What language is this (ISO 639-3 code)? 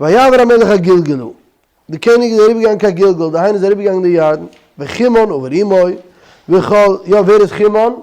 yid